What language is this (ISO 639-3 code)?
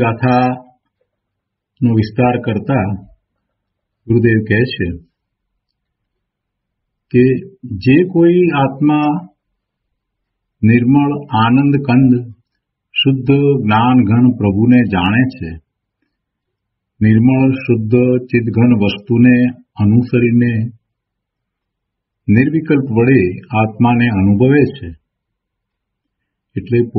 guj